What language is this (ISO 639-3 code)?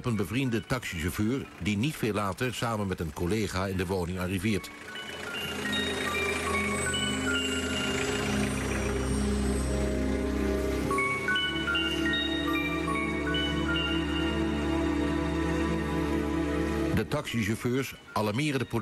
nld